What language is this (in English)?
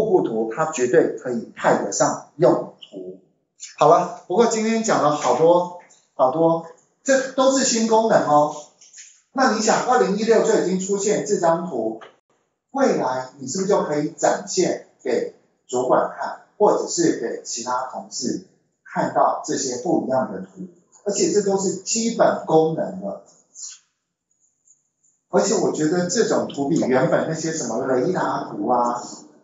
Chinese